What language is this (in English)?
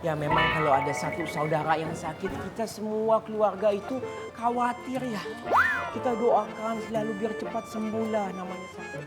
Betawi